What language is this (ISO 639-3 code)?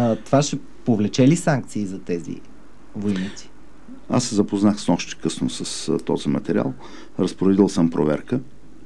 bul